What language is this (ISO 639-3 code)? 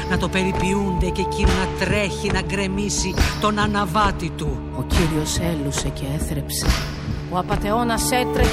ell